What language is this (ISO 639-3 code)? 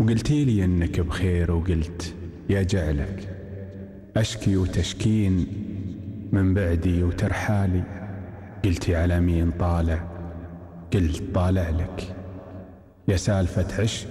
afb